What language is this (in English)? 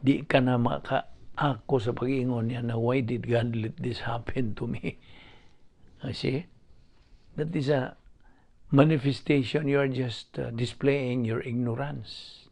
Cebuano